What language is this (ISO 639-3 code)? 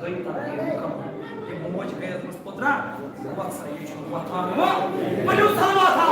kas